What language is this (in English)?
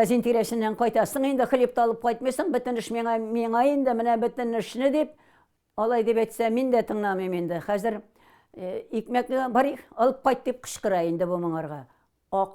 Tatar